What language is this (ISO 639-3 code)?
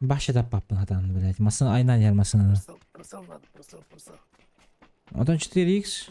sah